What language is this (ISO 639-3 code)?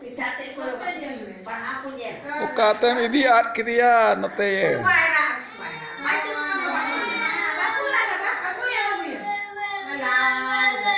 sat